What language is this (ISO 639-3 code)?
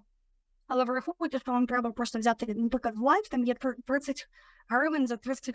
ukr